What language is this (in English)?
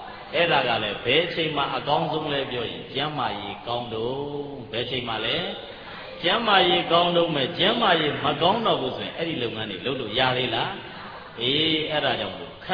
Burmese